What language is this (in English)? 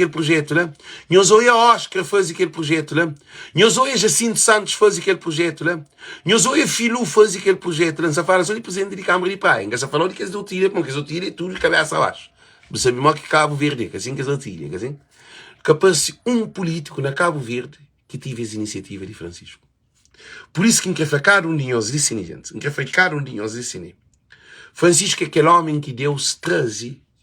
Kabuverdianu